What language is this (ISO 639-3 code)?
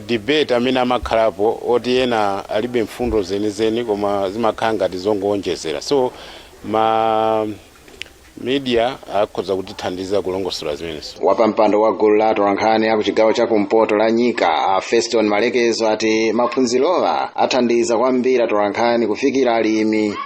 nya